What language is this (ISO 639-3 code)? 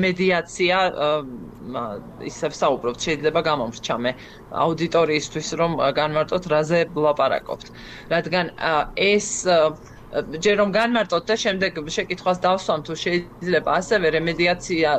kat